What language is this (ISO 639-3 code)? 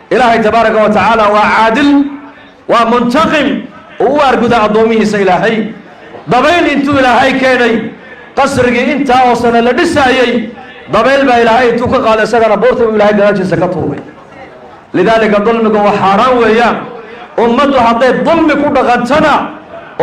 som